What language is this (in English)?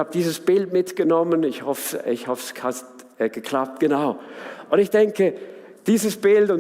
Swiss German